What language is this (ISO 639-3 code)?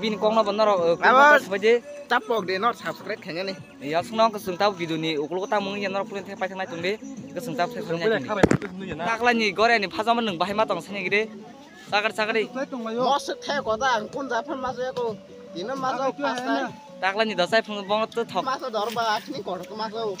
trp